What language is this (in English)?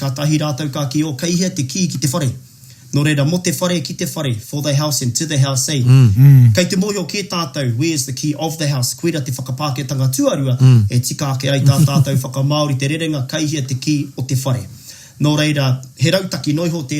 Māori